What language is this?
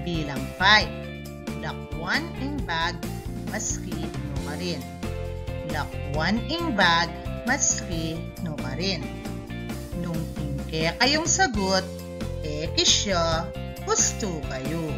Pampanga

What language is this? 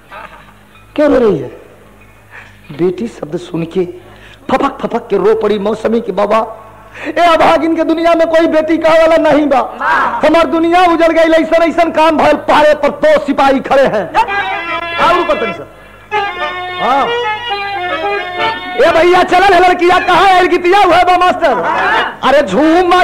Bhojpuri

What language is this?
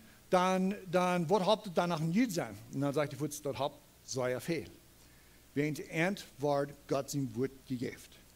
Plautdietsch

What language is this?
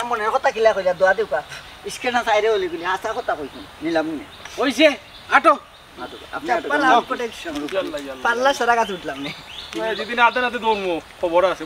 Sylheti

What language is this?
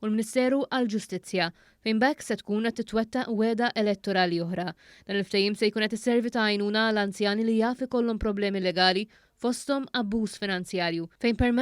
Maltese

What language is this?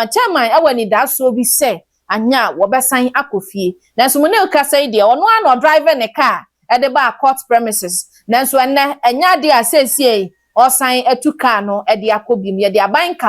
Akan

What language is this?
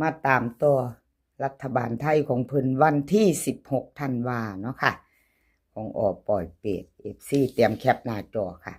Northeastern Thai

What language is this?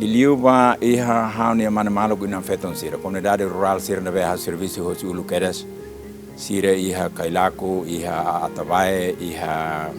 Tetum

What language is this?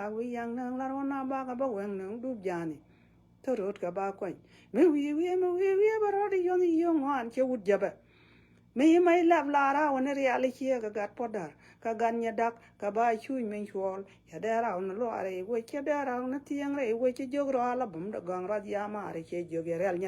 Nuer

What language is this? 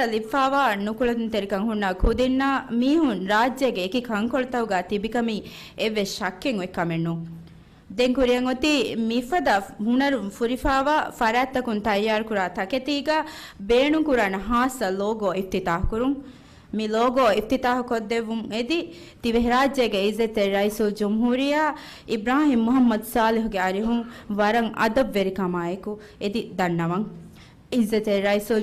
Divehi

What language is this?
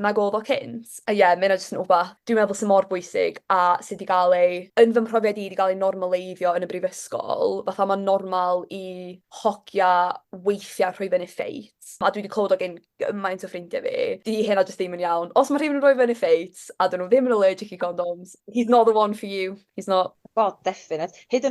Welsh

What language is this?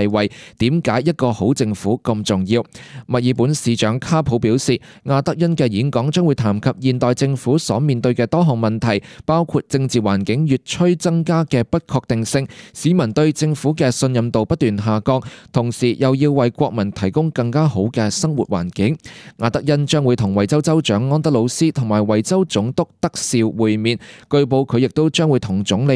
Cantonese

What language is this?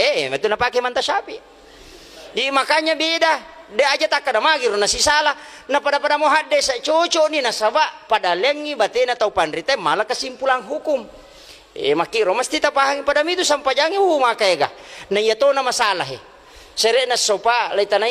Buginese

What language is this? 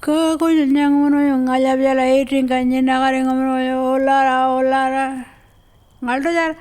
Pitjantjatjara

